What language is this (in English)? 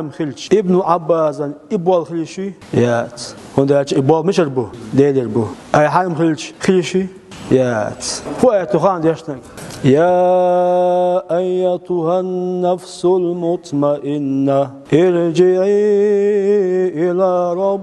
Chechen